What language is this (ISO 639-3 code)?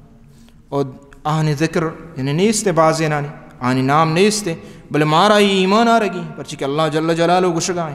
bal